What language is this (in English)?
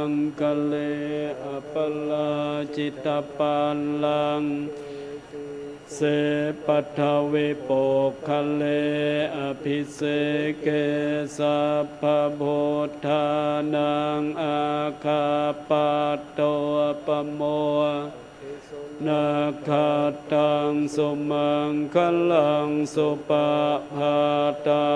Pali